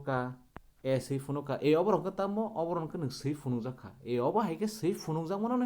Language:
Kok Borok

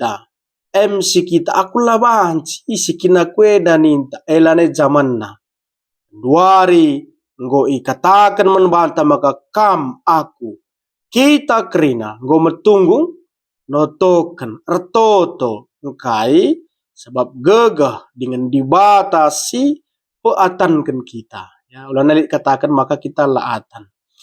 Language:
Batak Karo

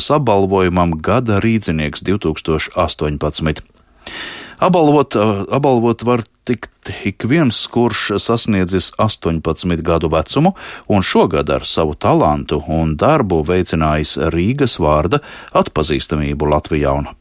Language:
Latvian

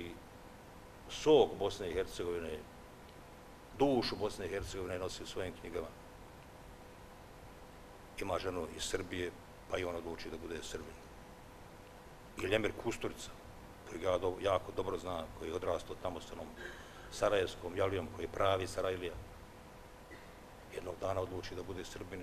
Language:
Bosnian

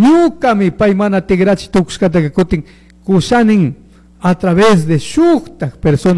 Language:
Chimborazo Highland Quichua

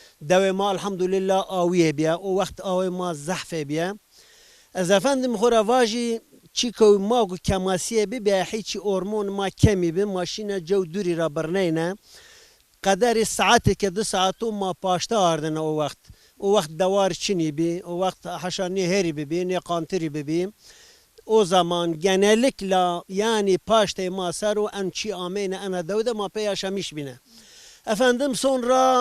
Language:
Zaza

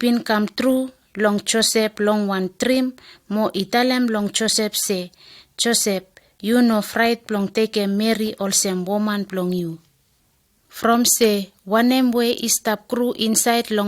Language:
Bislama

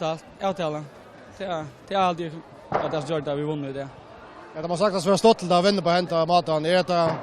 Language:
Faroese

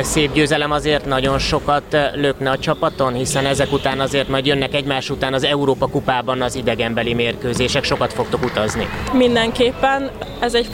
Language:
Hungarian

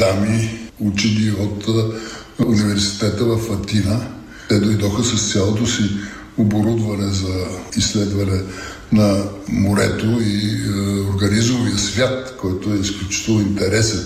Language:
Bulgarian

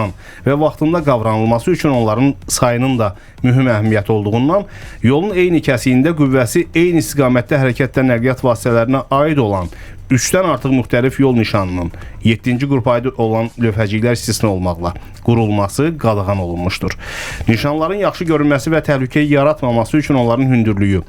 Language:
Azerbaijani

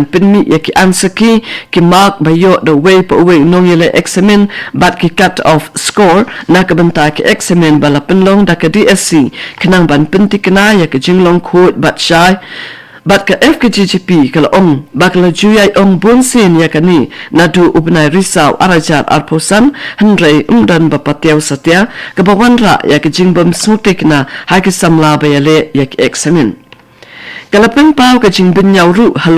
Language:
Khasi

